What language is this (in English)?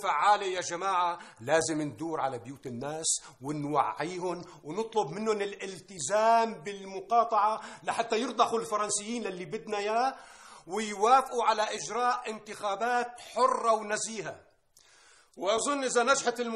North Levantine Arabic